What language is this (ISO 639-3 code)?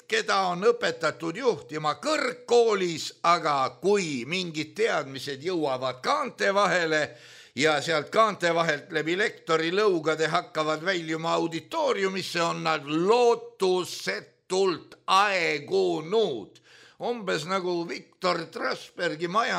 est